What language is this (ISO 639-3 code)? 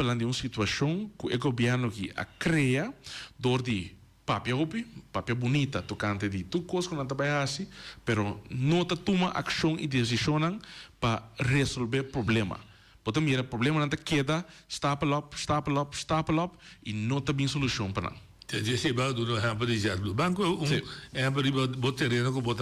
pap